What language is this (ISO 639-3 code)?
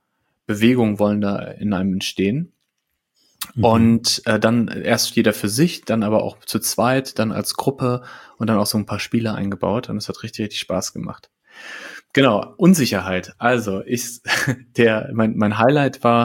deu